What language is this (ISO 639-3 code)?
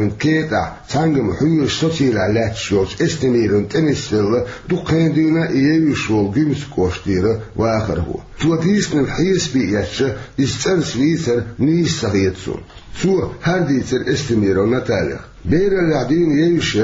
che